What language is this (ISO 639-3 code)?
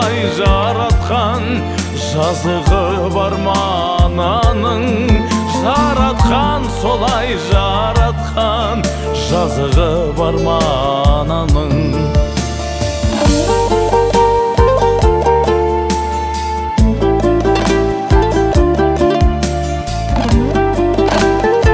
kaz